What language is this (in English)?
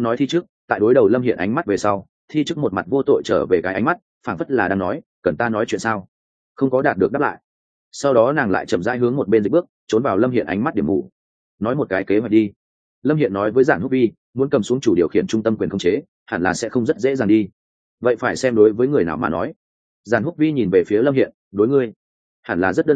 Vietnamese